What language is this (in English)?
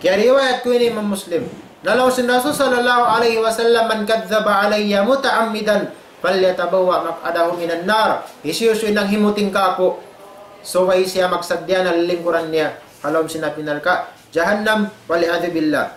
Tausug